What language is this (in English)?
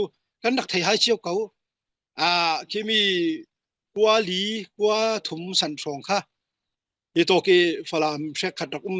Falam Chin